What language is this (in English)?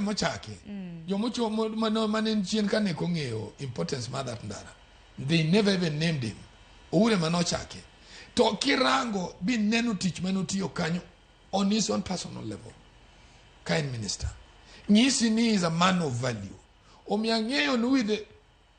Luo (Kenya and Tanzania)